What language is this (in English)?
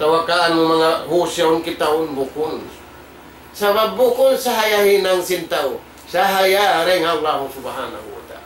Tausug